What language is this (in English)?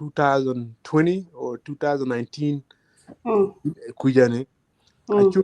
Acoli